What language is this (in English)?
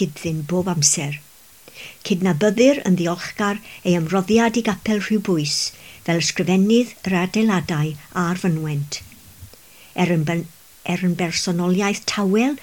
Welsh